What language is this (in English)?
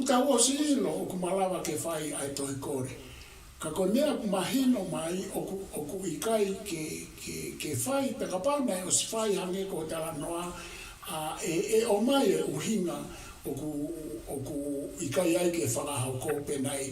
Tongan